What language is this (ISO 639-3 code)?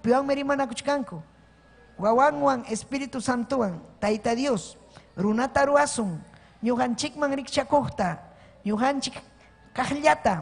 quy